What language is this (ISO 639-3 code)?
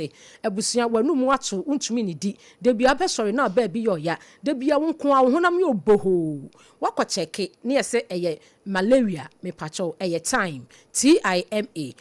aka